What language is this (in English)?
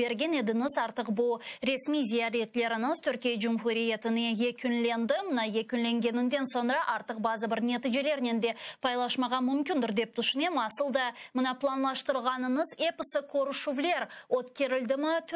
Crimean Tatar